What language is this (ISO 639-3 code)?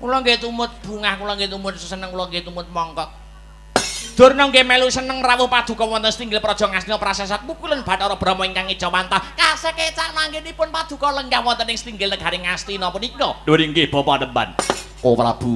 jav